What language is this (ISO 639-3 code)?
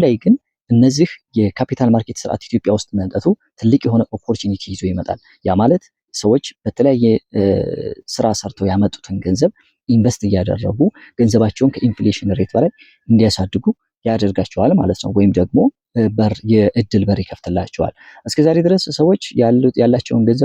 amh